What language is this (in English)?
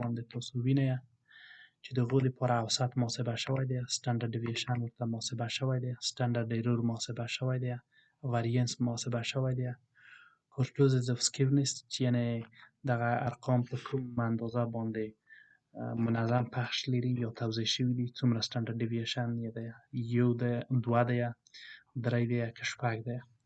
Pashto